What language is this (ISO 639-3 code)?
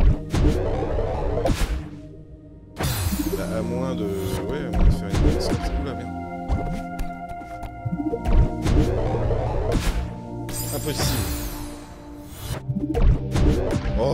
fra